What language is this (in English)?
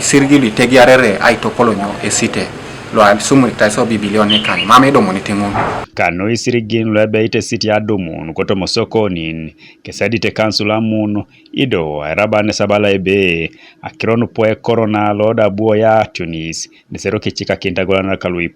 Teso